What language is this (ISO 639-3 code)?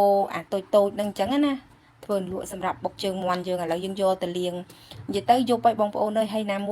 khm